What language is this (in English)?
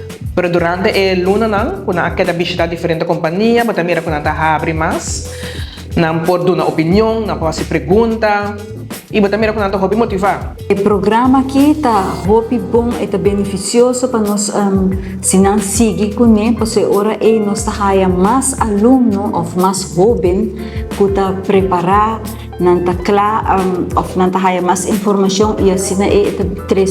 Papiamento